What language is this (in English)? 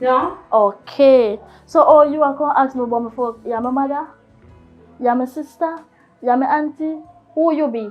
Jamaican Creole English